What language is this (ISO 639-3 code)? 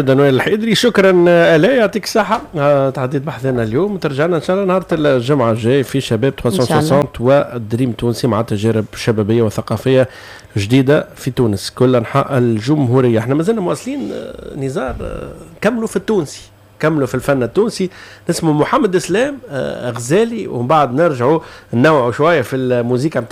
aeb